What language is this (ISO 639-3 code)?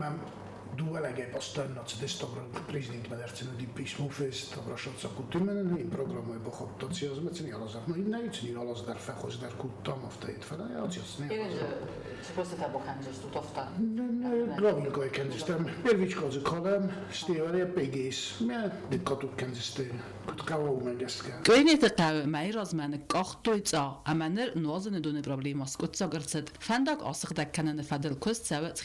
oss